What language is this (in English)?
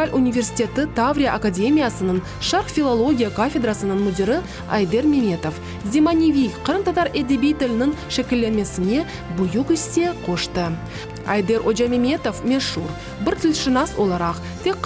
Crimean Tatar